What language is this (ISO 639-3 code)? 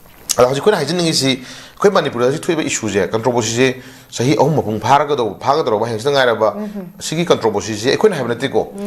mni